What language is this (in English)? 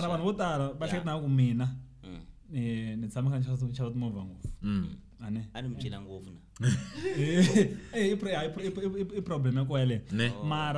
Tsonga